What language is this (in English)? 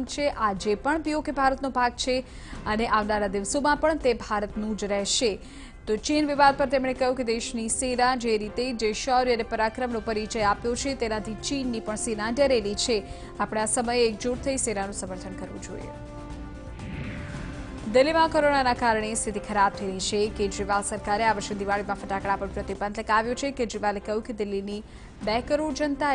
Gujarati